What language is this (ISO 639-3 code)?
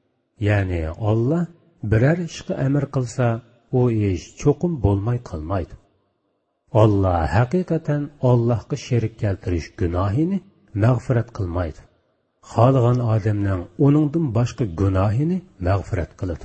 uig